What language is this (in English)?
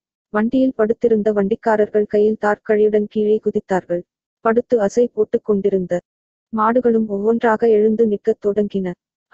Tamil